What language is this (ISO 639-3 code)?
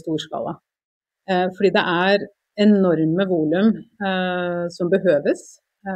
nor